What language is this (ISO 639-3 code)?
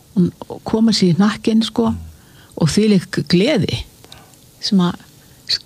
isl